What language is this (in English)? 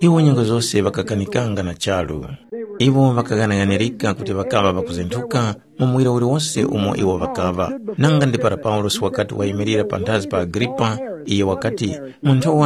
Tumbuka